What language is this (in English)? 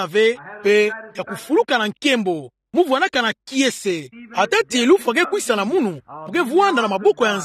Kituba (Democratic Republic of Congo)